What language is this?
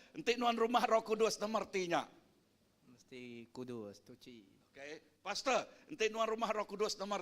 Iban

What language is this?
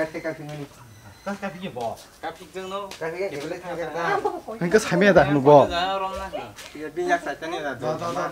Kok Borok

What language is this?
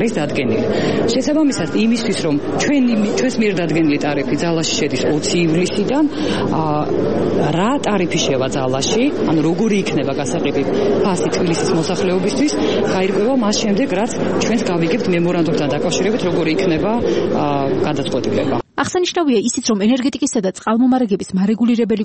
Georgian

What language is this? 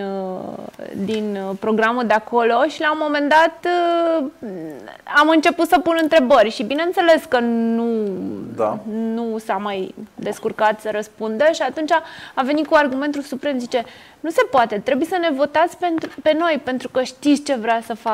Romanian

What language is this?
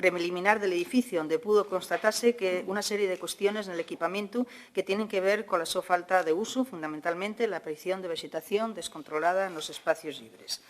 Asturian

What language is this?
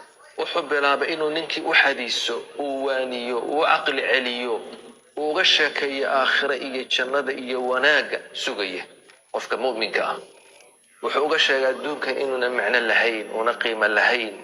Somali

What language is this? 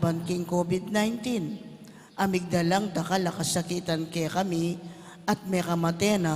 Pampanga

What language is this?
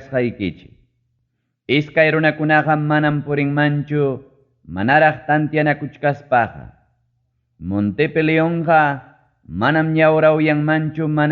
Ayacucho Quechua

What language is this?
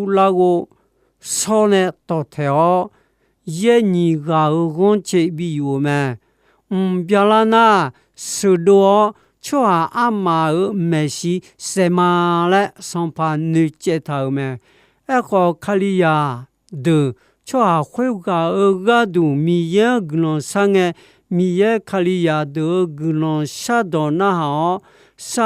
Akha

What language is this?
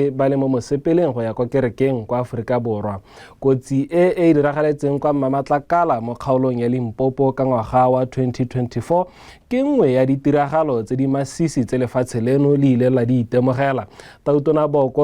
Tswana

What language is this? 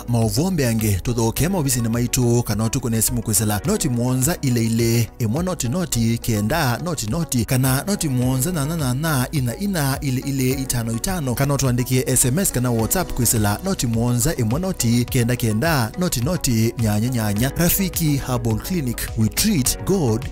Kamba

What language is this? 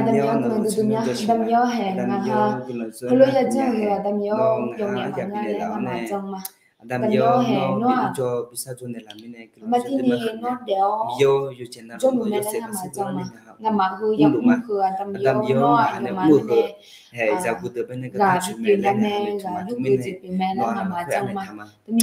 Akha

